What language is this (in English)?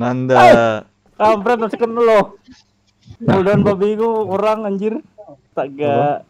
Banjar